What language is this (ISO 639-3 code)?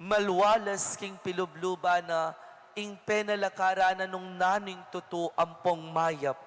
pam